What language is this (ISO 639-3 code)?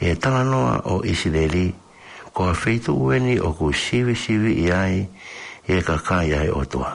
ton